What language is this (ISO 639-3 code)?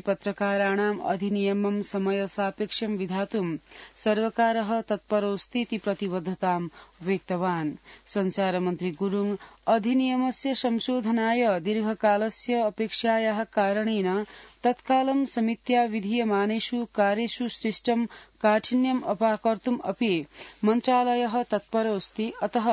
san